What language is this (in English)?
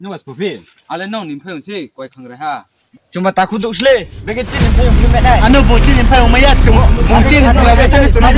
Riang (India)